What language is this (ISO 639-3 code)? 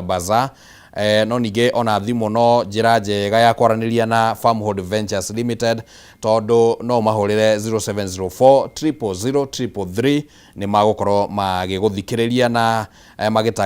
kik